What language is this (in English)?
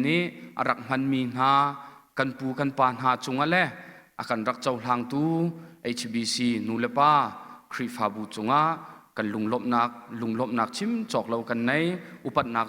Hakha Chin